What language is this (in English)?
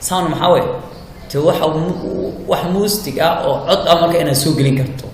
Somali